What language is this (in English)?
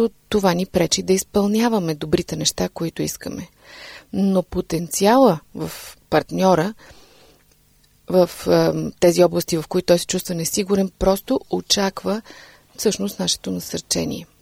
Bulgarian